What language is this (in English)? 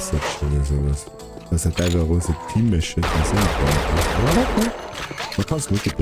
Bavarian